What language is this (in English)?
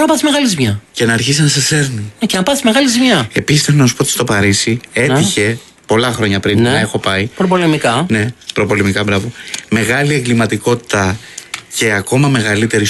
Greek